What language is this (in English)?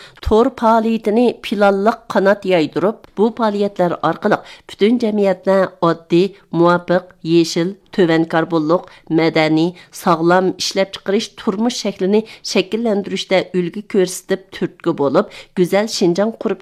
Uyghur